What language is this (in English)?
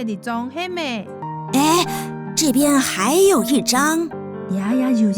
Hakka Chinese